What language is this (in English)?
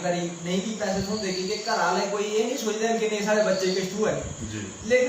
Dogri